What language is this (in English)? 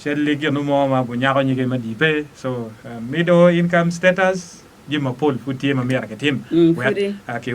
Acoli